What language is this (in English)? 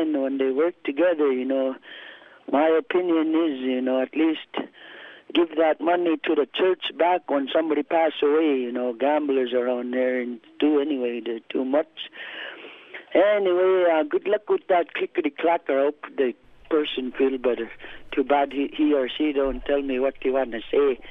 English